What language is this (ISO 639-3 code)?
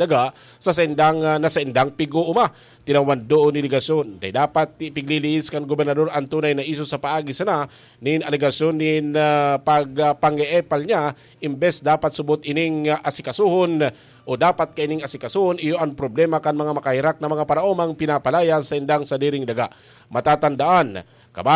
bik